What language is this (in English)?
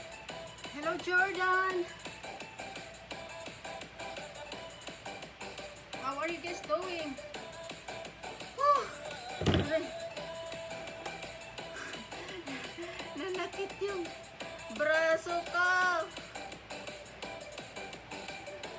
Filipino